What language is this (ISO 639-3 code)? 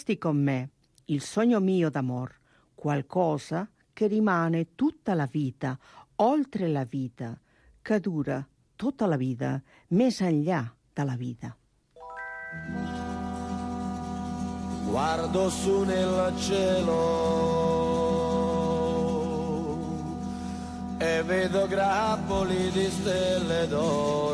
ita